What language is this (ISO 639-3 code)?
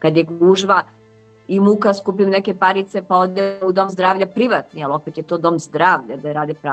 srp